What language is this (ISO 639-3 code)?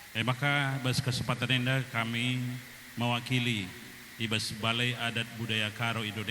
btx